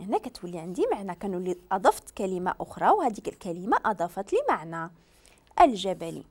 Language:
Moroccan Arabic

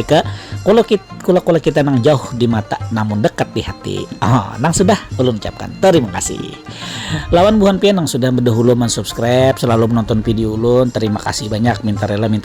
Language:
Banjar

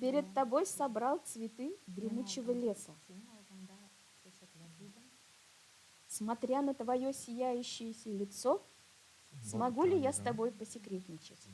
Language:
Tatar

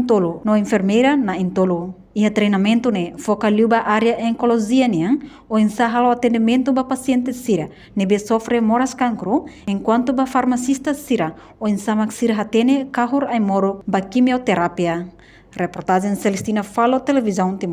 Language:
Tetum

